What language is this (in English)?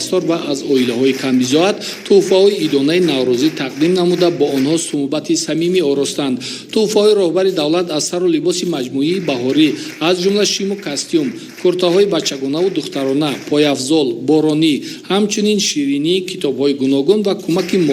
Tajik